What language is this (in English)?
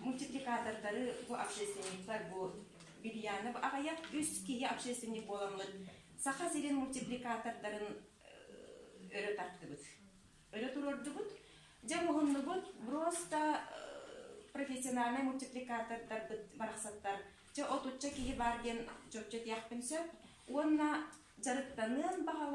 Yakut